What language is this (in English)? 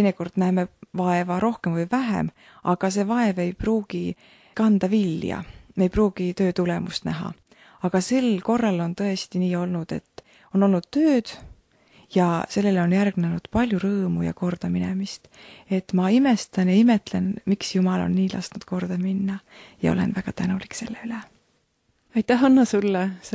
Estonian